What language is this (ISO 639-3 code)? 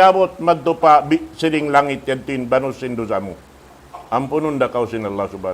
tsg